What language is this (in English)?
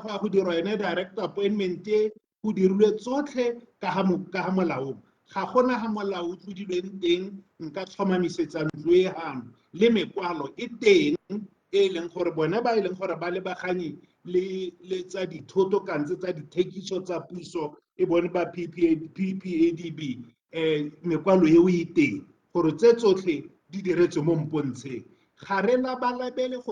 Tswana